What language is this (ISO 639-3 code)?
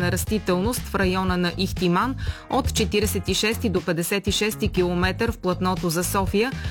bul